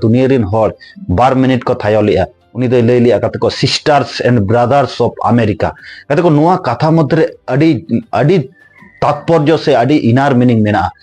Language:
Santali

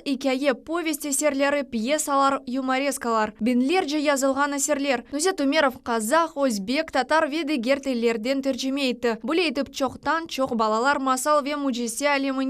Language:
Crimean Tatar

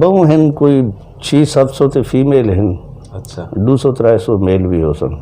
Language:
Saraiki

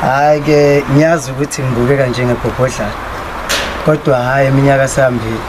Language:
Zulu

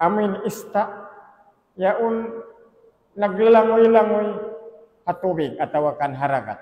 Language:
Tausug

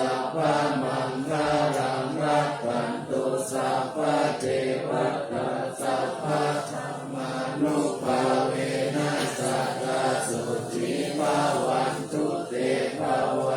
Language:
Pali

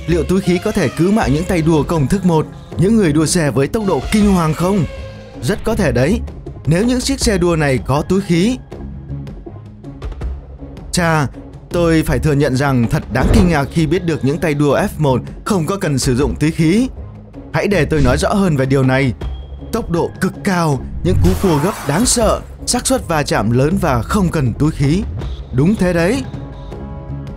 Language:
Vietnamese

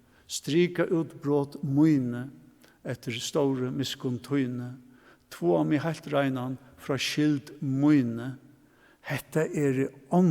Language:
Faroese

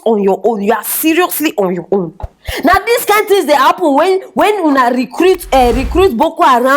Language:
Nigerian Pidgin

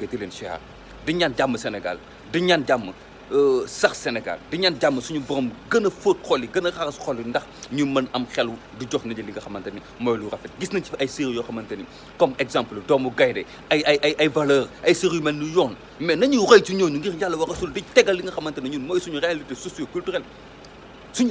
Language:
Wolof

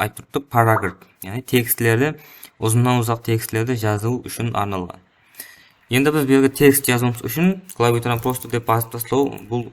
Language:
Kara-Kalpak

